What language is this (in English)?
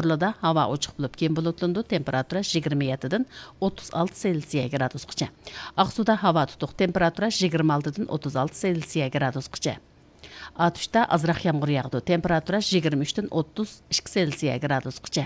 Uyghur